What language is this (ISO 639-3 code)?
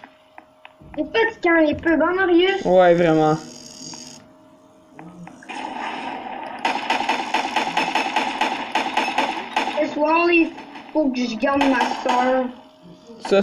fra